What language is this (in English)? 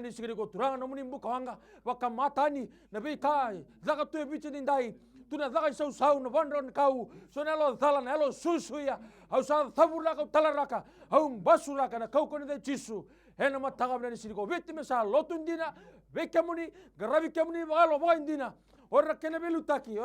Fijian